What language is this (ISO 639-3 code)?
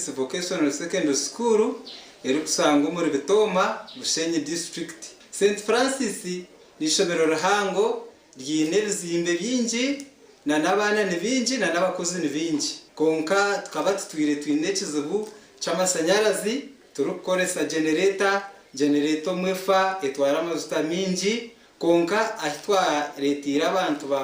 nyn